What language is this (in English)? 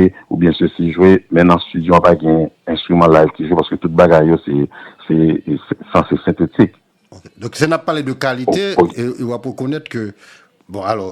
Haitian Creole